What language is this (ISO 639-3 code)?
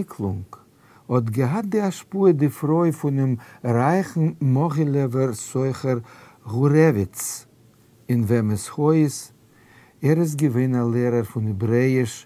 yid